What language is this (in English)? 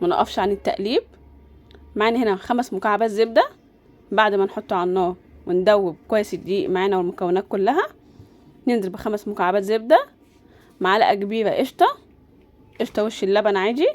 Egyptian Arabic